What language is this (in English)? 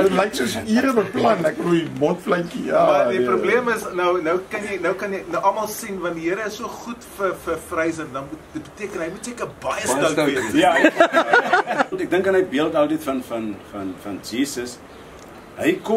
Afrikaans